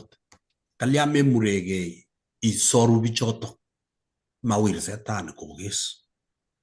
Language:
Kalenjin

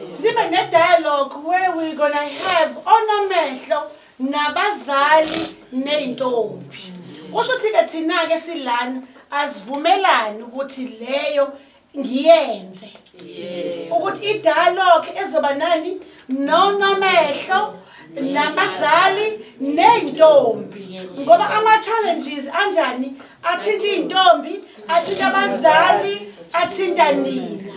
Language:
Zulu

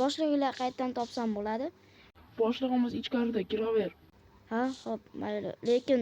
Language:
Uzbek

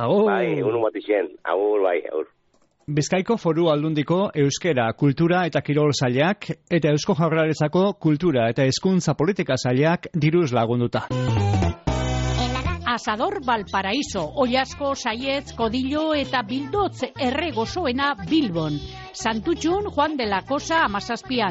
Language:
Basque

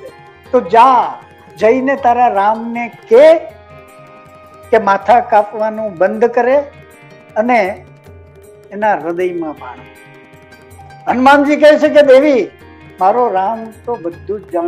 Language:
Gujarati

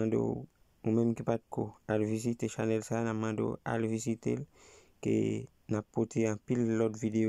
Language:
Haitian Creole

